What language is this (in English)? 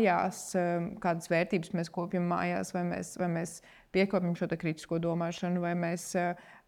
Latvian